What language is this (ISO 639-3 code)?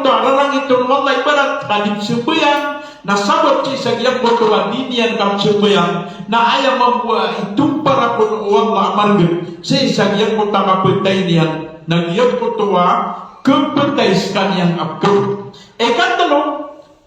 mrw